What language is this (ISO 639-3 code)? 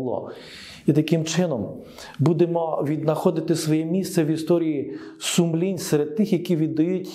ukr